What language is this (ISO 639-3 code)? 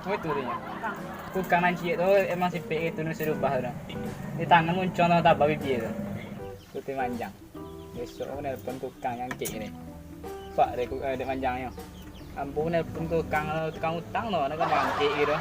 min